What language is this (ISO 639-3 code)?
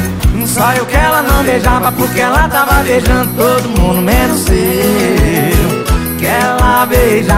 por